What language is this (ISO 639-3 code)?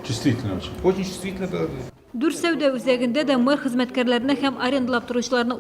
tat